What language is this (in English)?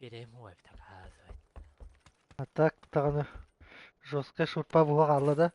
Yakut